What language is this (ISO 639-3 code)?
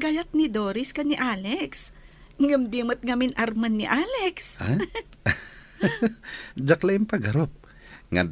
ilo